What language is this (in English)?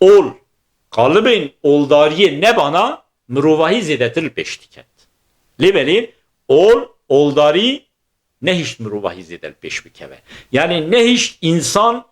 Kurdish